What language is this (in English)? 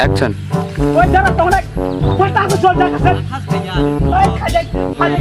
Kok Borok